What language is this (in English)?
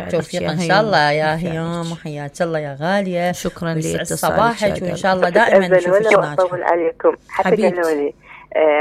Mesopotamian Arabic